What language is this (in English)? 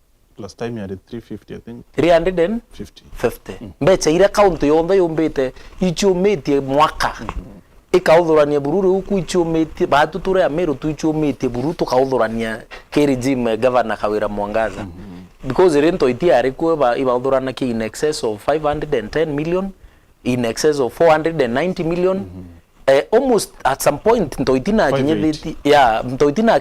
Meru